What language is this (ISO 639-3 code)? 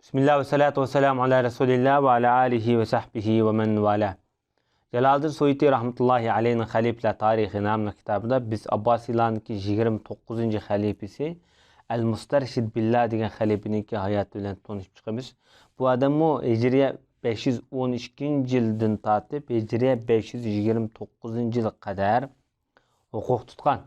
uig